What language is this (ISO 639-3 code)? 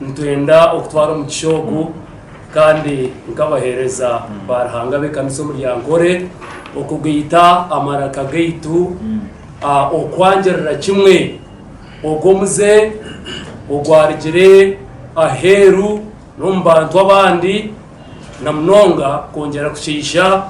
nyn